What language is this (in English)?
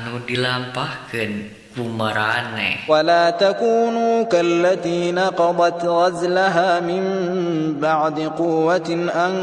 Sundanese